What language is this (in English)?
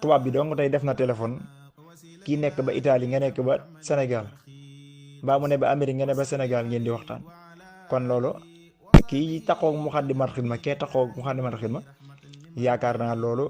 Wolof